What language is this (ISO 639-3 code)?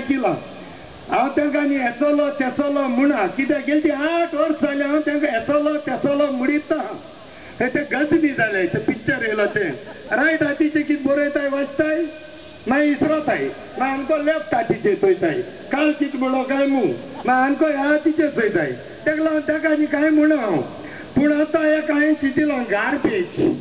kok